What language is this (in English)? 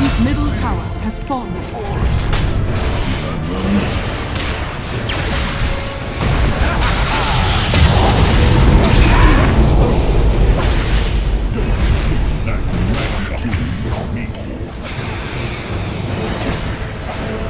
English